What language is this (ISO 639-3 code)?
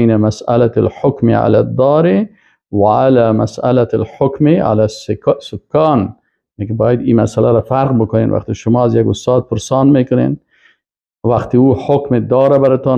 fas